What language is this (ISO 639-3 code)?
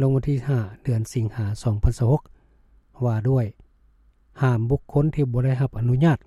lao